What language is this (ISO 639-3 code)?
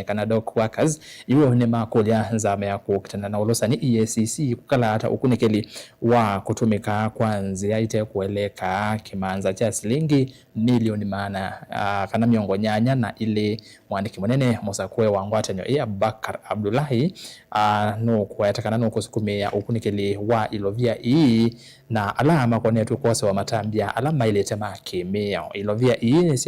kam